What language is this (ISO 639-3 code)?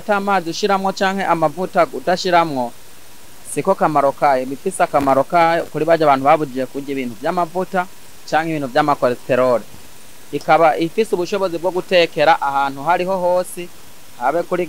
run